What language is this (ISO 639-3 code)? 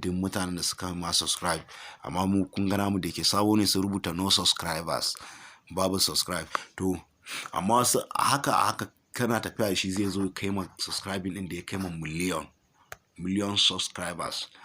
hau